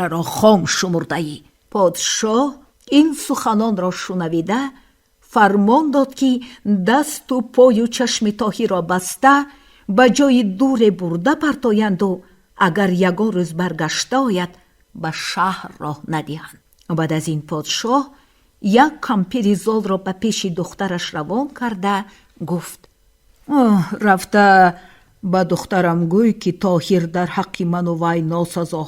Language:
Tajik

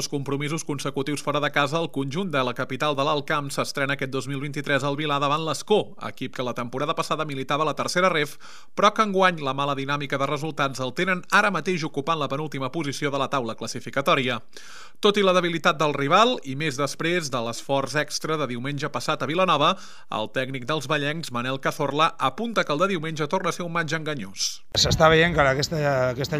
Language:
Catalan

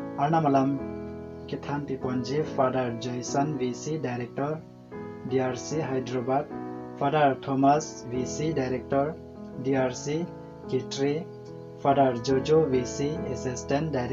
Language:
Karbi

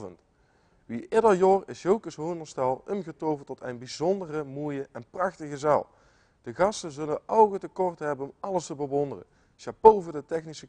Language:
Limburgish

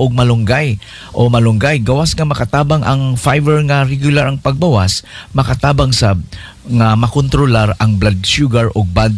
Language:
Cebuano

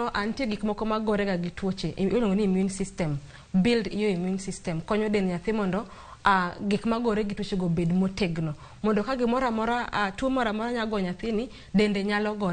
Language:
Luo (Kenya and Tanzania)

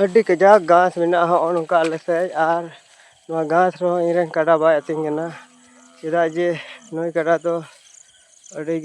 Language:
Santali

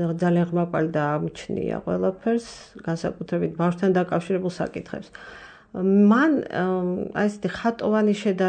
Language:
Georgian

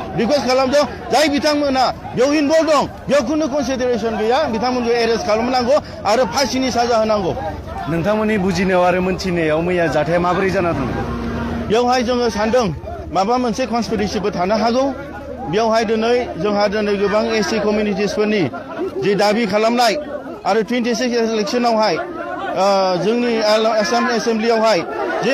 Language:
Bodo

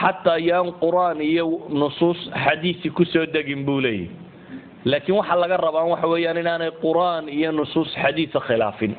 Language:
Somali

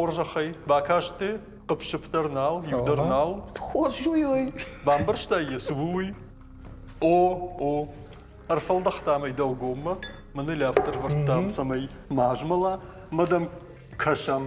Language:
Ossetic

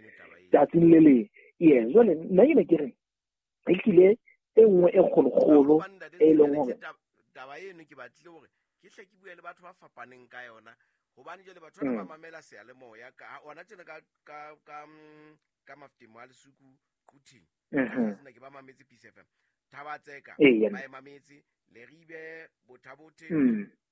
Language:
Southern Sotho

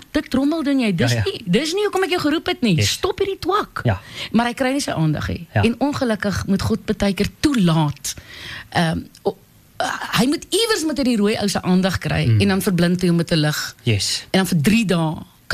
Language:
Afrikaans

